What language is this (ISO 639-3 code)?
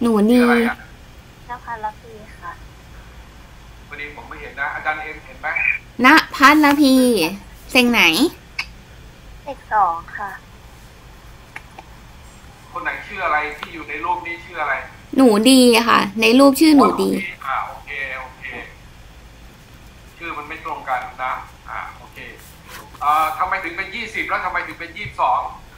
tha